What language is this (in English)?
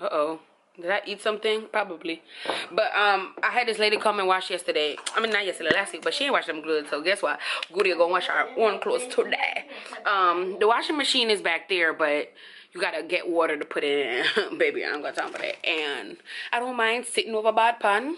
Jamaican Creole English